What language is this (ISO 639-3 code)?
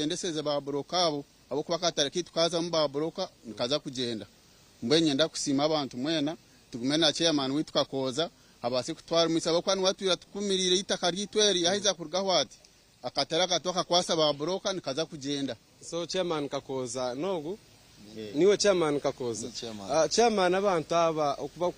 nyn